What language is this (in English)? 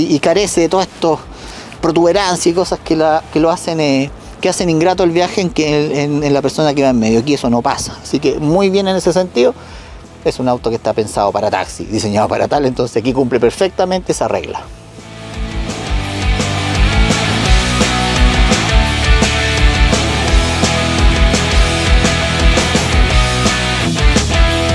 Spanish